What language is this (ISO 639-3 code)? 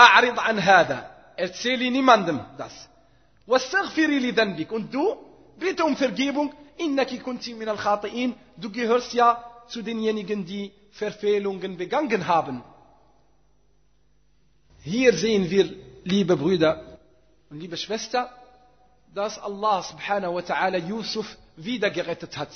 deu